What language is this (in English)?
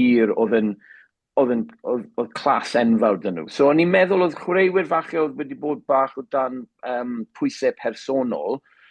Welsh